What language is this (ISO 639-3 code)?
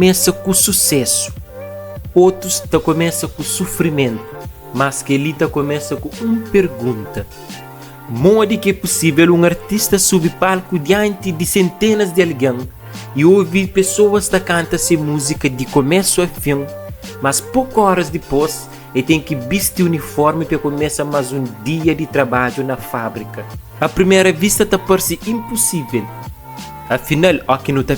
kea